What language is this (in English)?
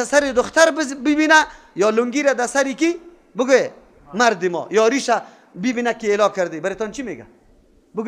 Persian